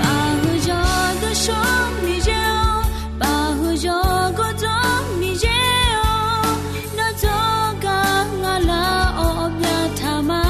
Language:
Akha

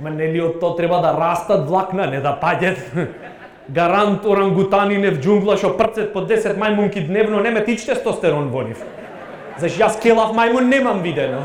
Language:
Macedonian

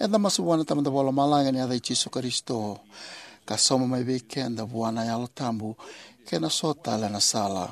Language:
Fijian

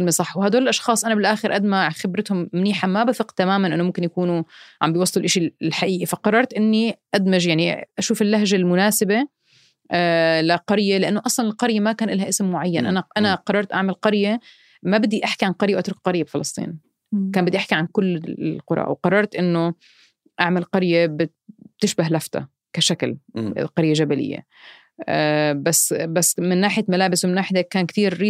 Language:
North Levantine Arabic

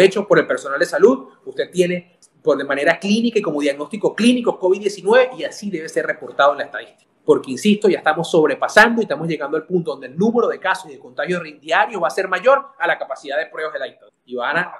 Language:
Spanish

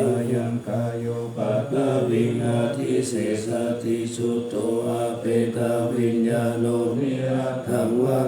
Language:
Pali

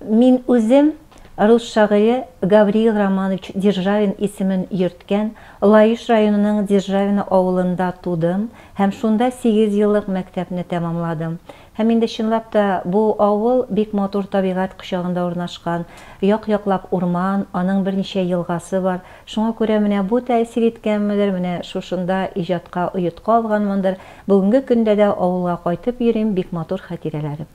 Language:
Tatar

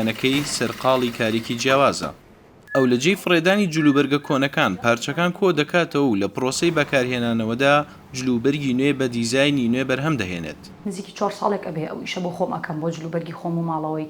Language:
Central Kurdish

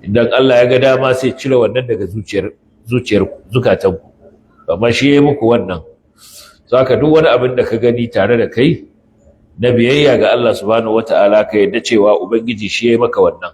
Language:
Hausa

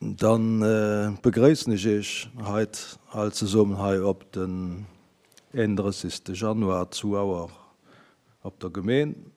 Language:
Luxembourgish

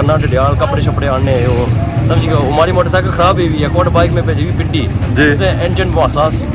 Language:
Pahari-Potwari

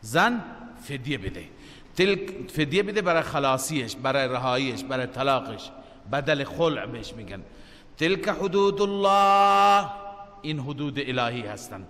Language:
Persian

